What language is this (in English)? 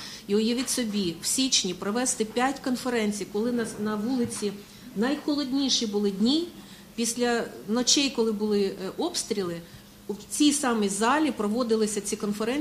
Ukrainian